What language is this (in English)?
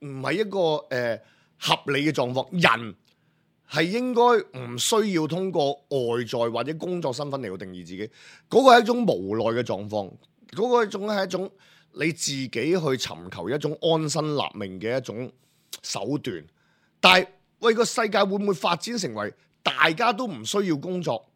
Cantonese